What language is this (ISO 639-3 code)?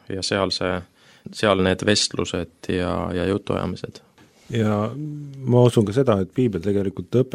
est